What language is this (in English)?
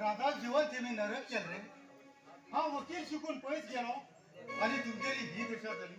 Konkani